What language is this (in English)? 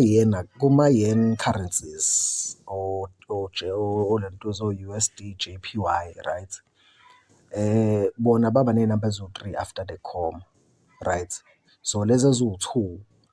Zulu